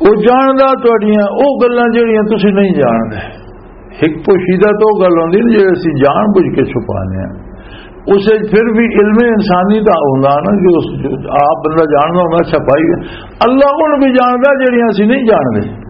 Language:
Western Panjabi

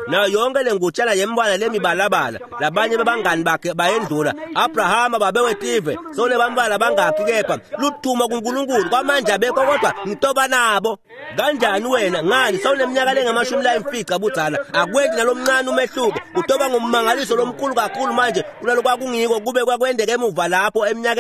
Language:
Swati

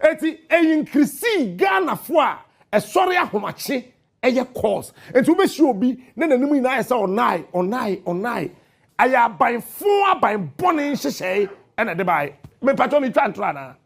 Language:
Akan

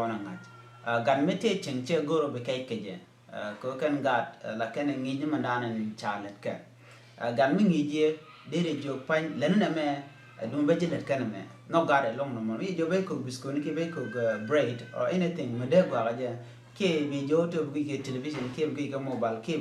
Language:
Nuer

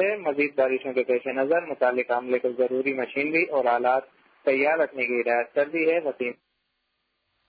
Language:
Urdu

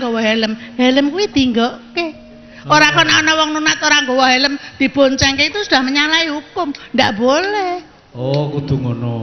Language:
Javanese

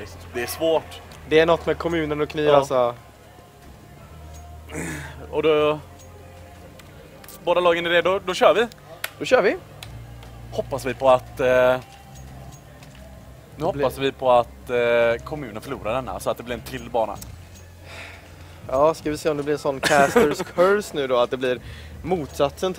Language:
Swedish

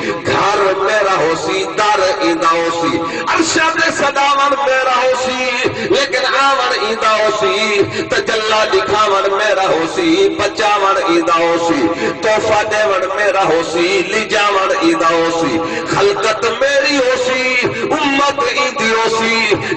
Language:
Saraiki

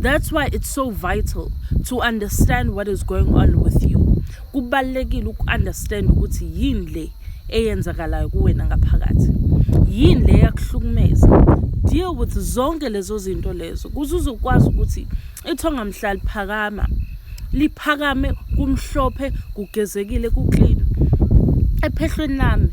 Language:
Zulu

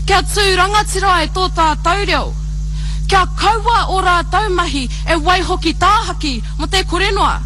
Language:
Māori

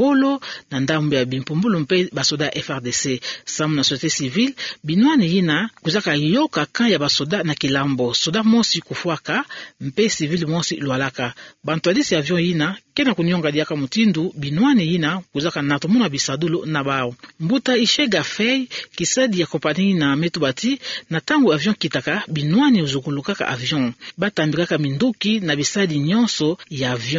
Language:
Kituba (Democratic Republic of Congo)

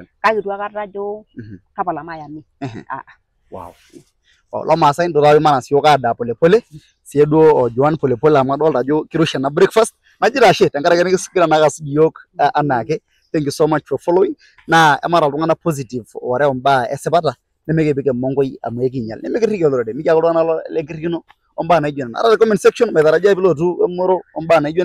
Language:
Masai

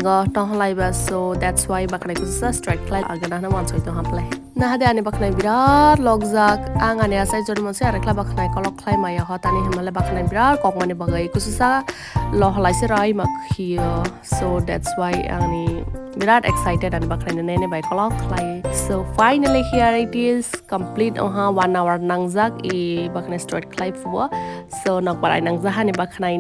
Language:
Kok Borok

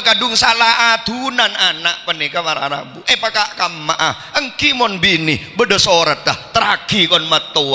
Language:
Madurese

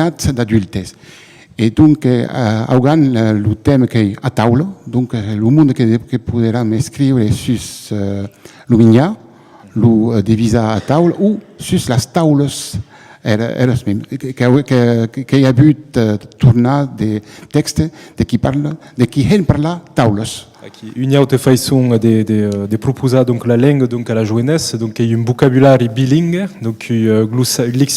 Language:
Occitan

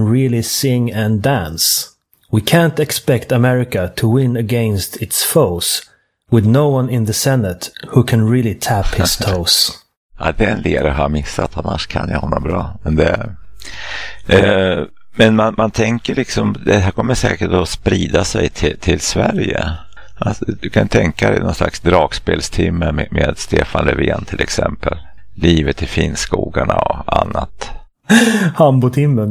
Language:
Swedish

